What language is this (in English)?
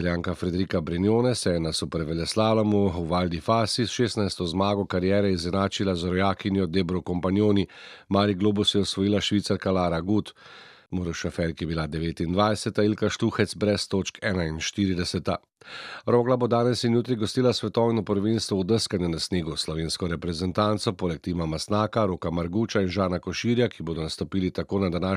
Slovenian